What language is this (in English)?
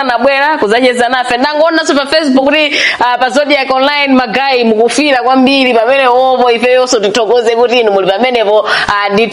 Nyanja